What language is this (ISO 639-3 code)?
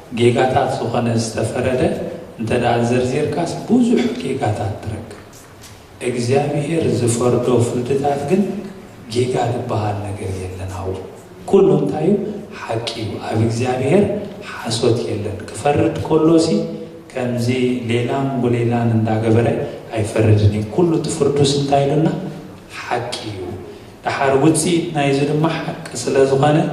tir